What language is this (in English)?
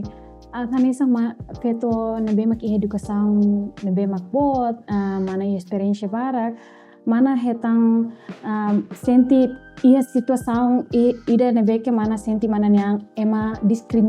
Tetum